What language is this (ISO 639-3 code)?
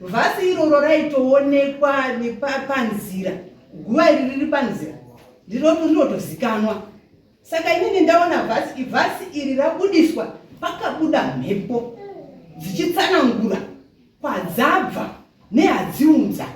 sna